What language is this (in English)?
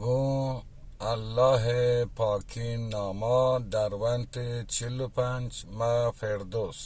Baluchi